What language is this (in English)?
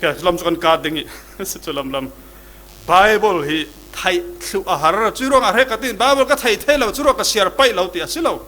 Falam Chin